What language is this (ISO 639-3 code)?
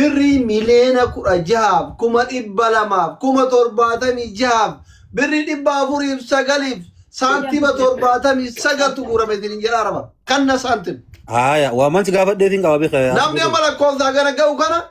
orm